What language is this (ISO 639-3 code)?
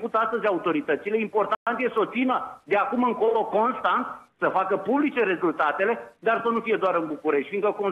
ron